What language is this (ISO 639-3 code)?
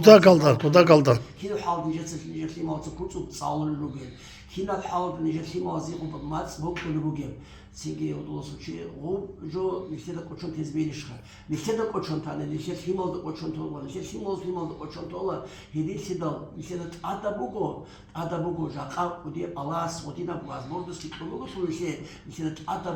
ava